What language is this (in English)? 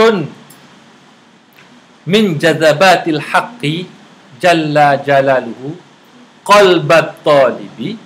Malay